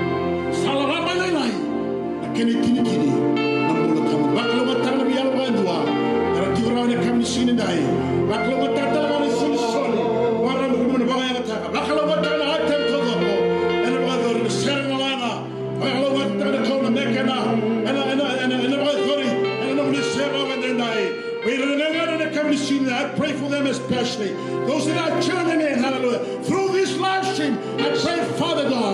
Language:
Fijian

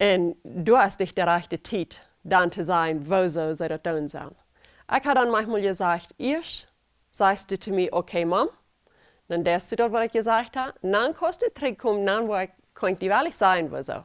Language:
Plautdietsch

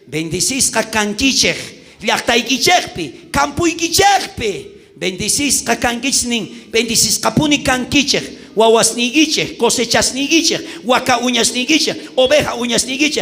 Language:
South Bolivian Quechua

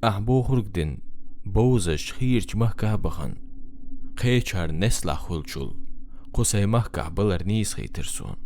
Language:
Chechen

